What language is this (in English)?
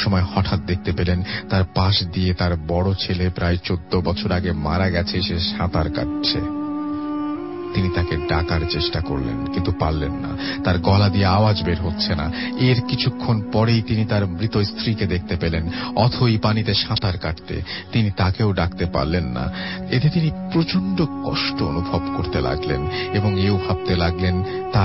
Bangla